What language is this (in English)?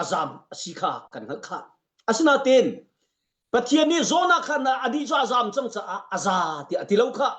Hakha Chin